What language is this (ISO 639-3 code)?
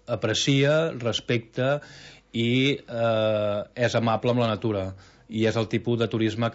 cat